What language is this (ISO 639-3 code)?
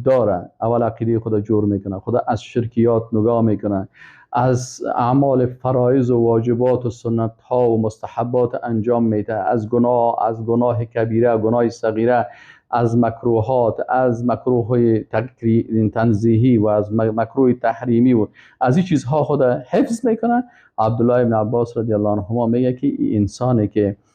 fas